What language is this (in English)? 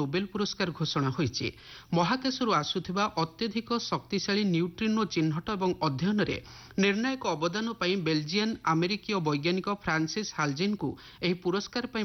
Odia